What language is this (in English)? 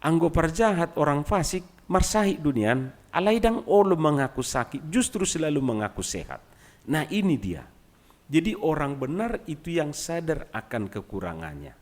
Batak Toba